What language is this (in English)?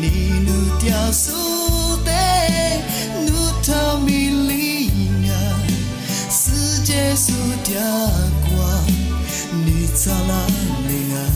Lisu